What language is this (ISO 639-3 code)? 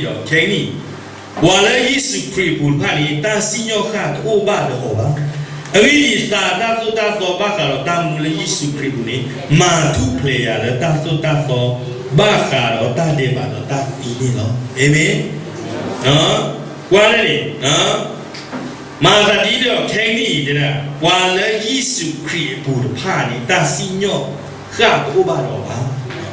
ksw